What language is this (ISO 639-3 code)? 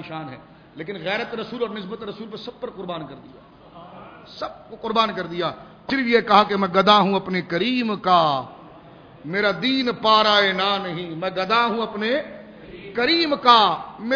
urd